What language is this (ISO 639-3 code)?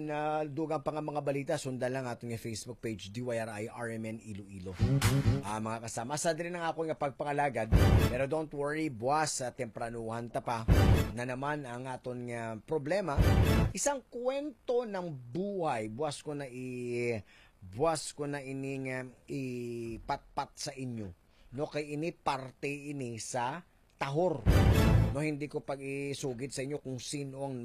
hil